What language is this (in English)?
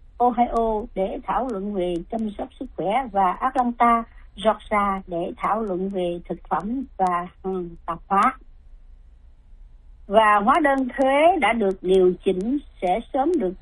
Vietnamese